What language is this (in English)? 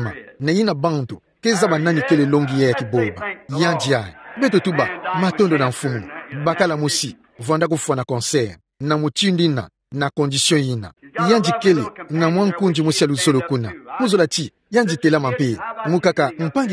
Kituba (Democratic Republic of Congo)